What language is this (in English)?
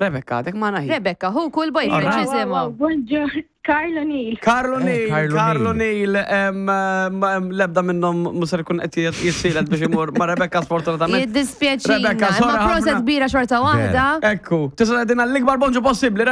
Maltese